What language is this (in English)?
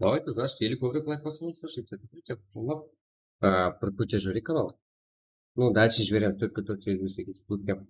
Kara-Kalpak